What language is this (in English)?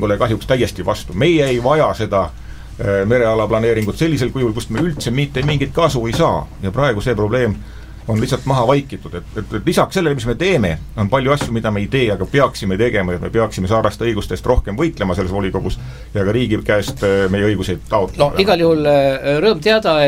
Estonian